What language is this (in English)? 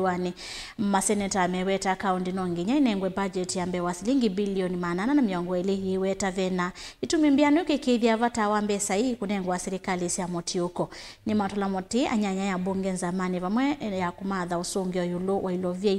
Kamba